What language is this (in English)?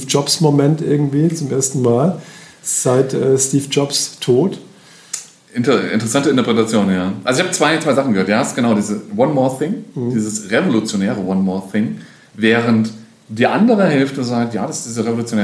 German